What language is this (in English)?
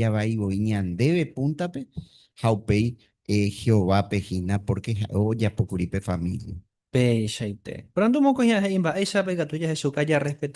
Guarani